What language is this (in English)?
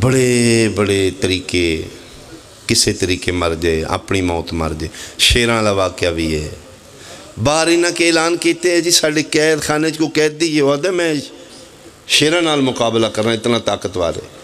Pahari-Potwari